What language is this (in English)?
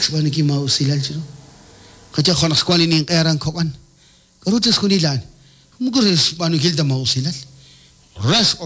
Kekchí